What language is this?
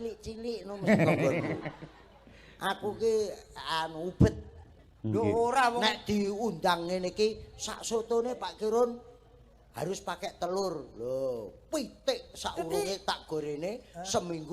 Javanese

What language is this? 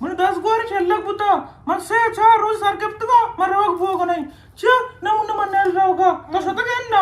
Eastern Balochi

